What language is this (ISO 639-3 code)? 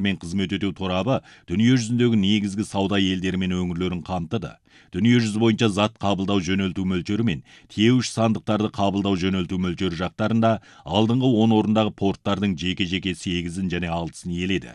kaz